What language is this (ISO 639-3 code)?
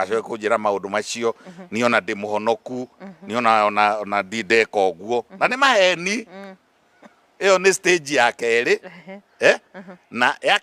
kik